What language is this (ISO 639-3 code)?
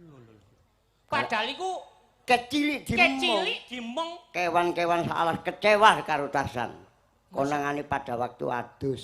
jav